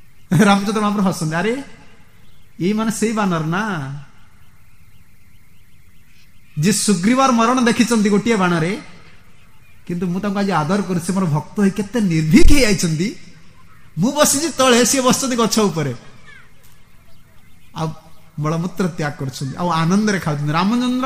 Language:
Odia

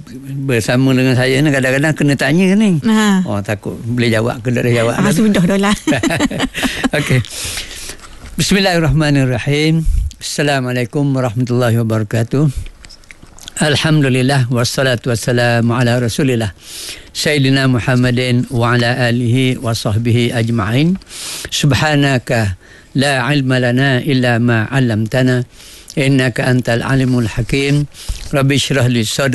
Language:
Malay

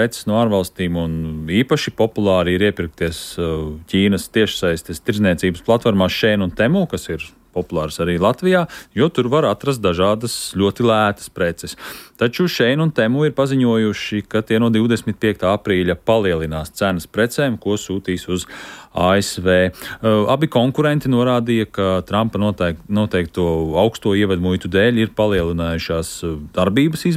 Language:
Latvian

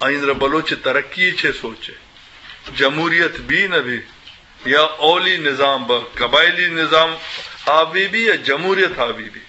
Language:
Eastern Balochi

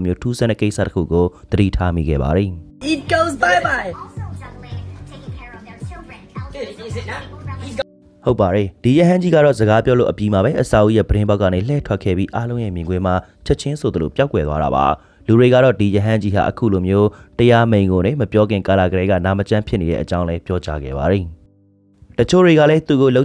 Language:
Burmese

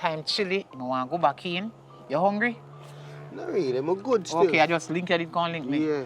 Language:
Jamaican Creole English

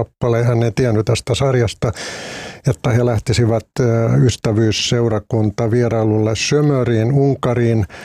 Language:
Finnish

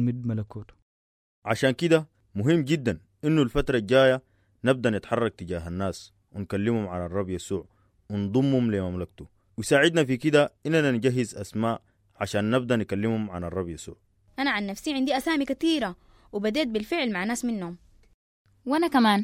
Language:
Sudanese Arabic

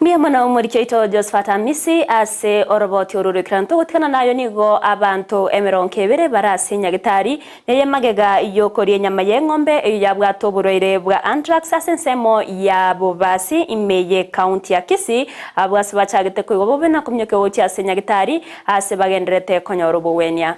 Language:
Gusii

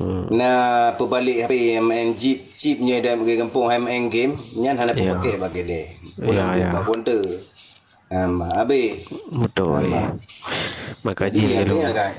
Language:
Achinese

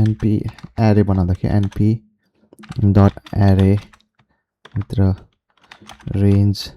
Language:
Nepali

